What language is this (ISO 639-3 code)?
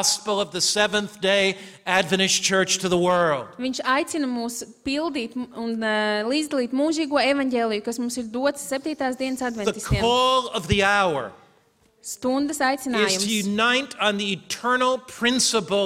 lav